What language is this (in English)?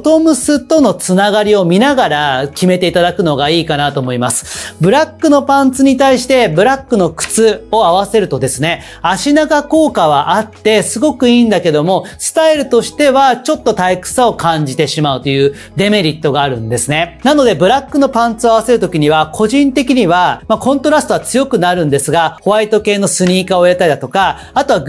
Japanese